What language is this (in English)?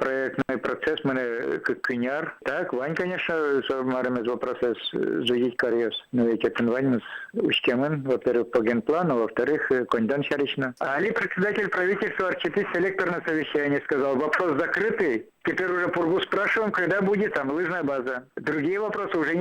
Udmurt